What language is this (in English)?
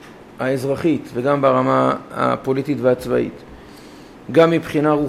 Hebrew